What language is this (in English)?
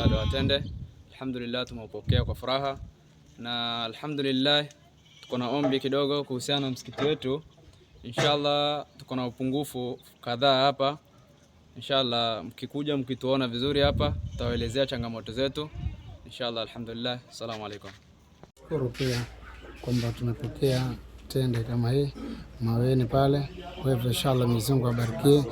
Swahili